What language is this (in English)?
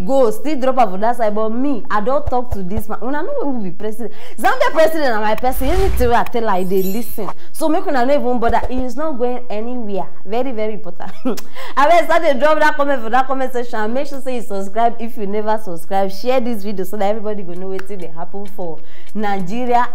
Nigerian Pidgin